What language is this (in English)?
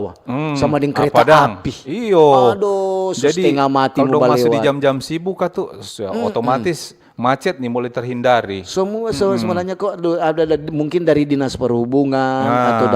Manado Malay